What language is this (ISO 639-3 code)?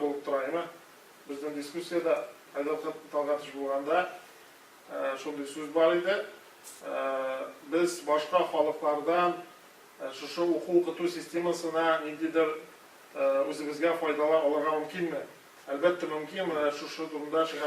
tat